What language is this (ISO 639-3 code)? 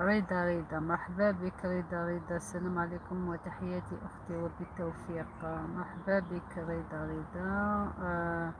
arq